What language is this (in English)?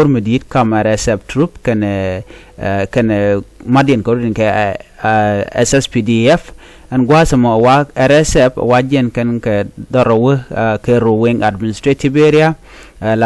Nuer